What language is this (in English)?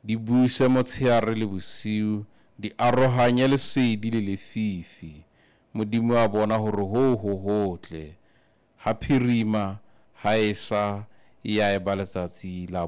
Southern Sotho